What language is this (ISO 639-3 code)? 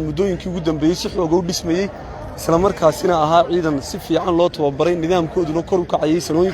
som